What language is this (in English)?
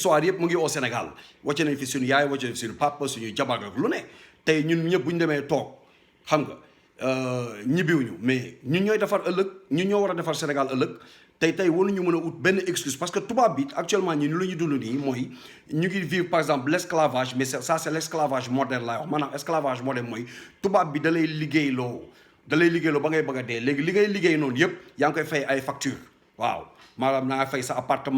Wolof